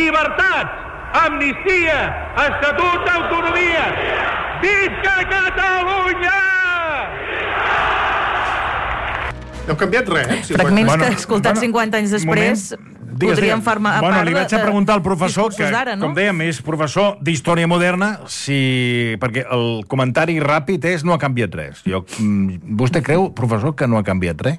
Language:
Catalan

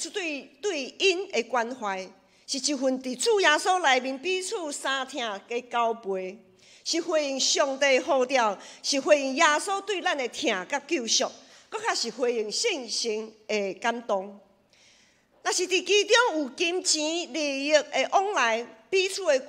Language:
Min Nan Chinese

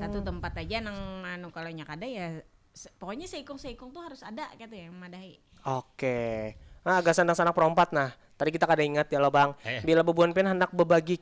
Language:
Banjar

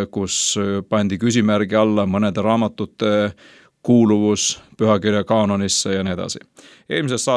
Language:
Estonian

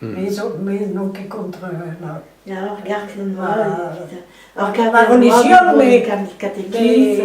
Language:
Breton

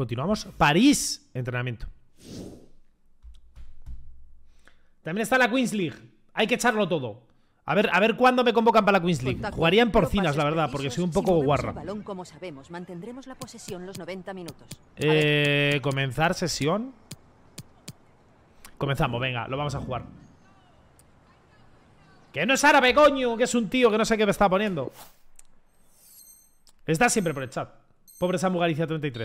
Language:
Spanish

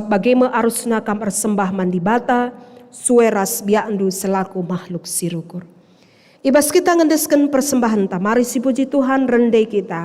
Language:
Batak Karo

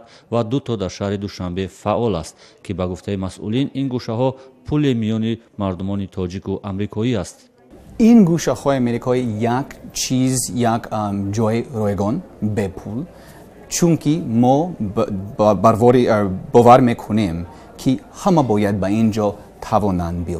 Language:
Tajik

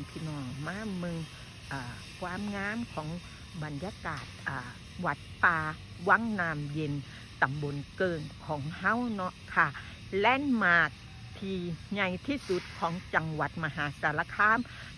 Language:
Northeastern Thai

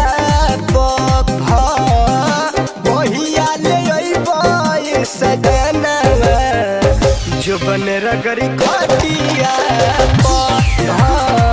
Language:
Bhojpuri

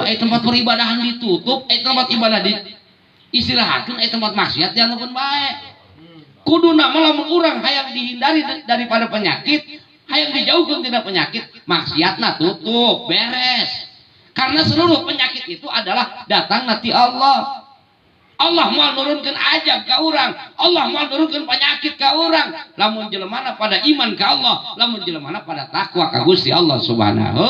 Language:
Sundanese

